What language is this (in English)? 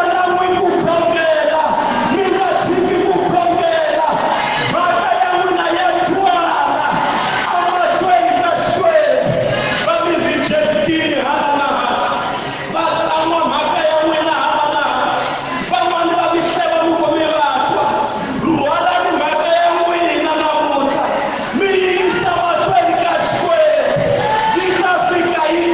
Tsonga